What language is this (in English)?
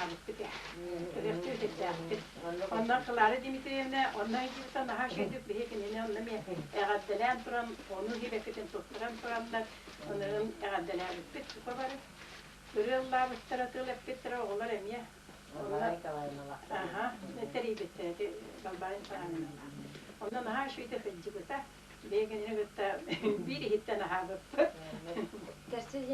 Yakut